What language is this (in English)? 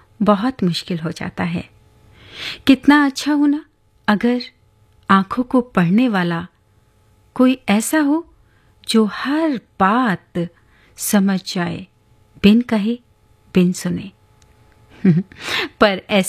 Hindi